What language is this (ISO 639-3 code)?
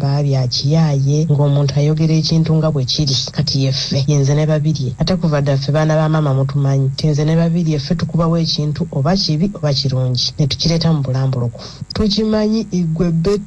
lug